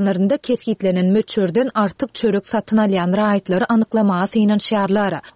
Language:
Turkmen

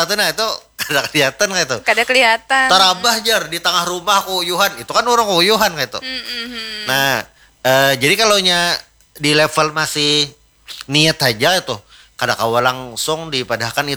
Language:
Banjar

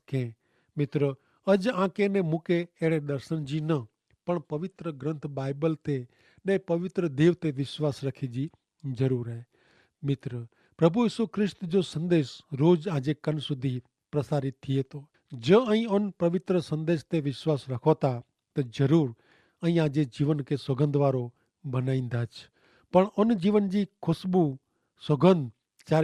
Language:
Kachhi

